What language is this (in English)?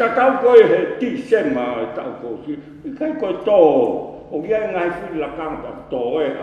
Tongan